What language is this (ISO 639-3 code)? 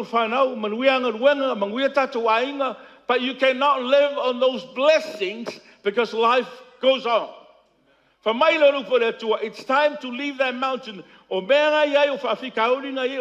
smo